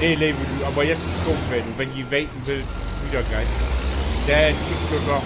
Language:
Low German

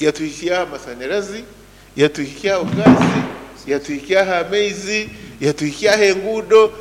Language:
Nyoro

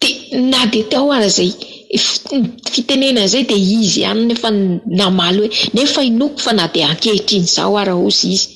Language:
Malagasy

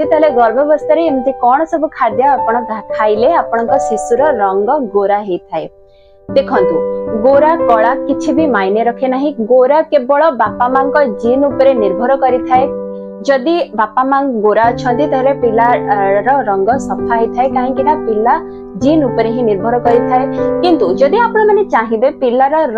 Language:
Odia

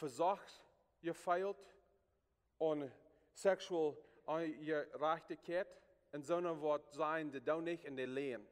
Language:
Plautdietsch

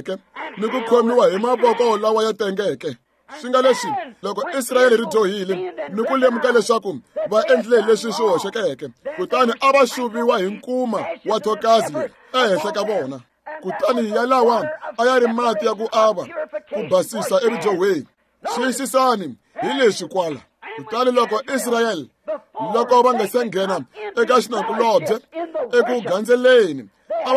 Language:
Tsonga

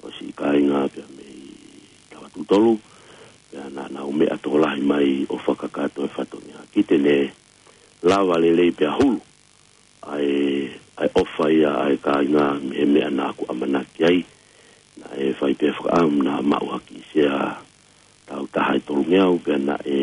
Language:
Tongan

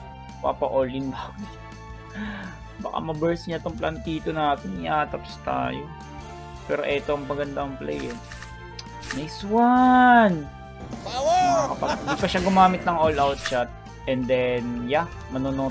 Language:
Filipino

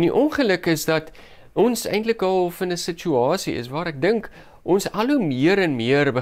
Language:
Afrikaans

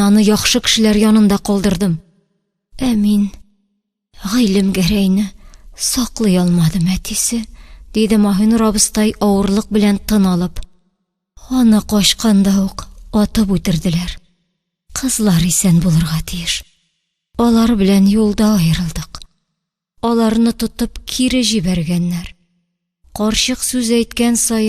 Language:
Tatar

